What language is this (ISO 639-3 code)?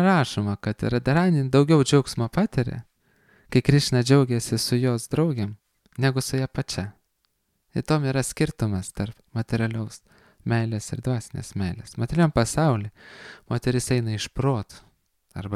lit